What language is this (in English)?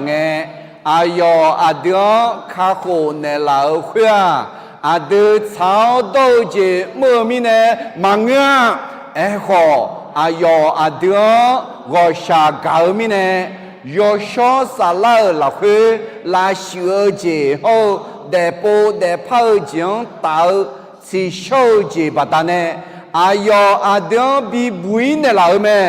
Akha